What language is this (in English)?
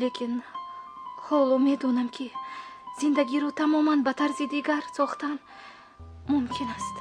Tajik